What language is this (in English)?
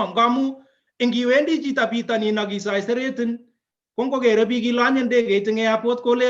Kalenjin